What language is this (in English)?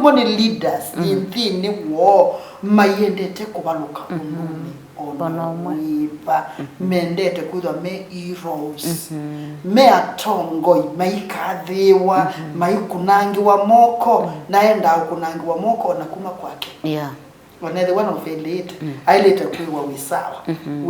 Kamba